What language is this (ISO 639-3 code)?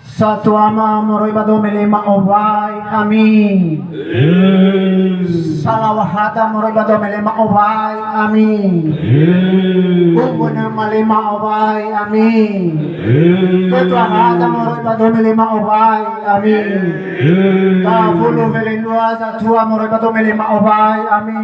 nia